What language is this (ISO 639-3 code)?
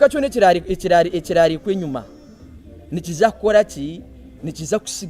nyn